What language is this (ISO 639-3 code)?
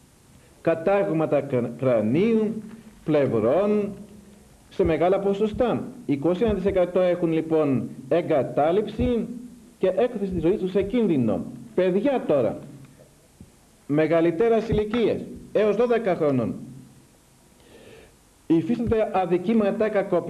ell